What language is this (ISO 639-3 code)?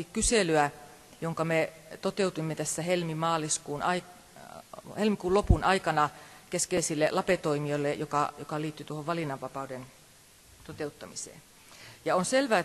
fin